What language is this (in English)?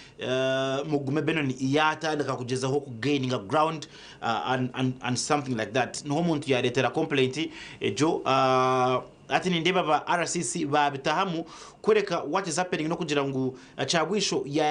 Nyankole